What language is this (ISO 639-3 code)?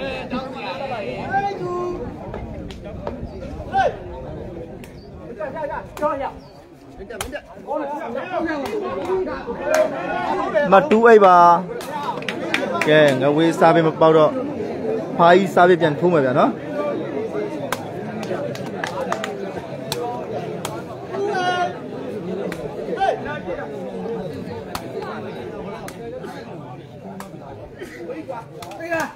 mya